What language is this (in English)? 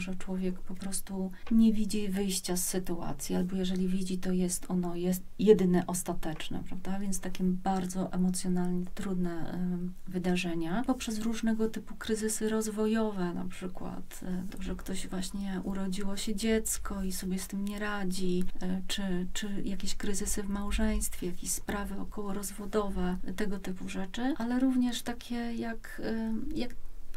Polish